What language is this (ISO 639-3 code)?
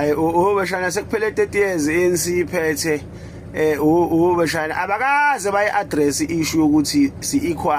zul